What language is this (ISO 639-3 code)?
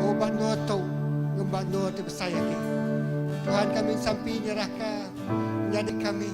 iba